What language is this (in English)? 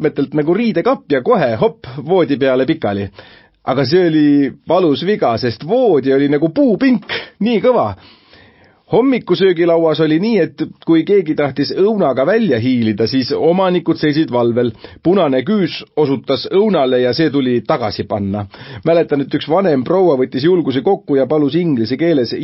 Estonian